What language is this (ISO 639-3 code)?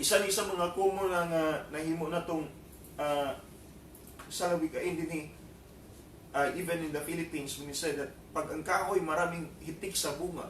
ceb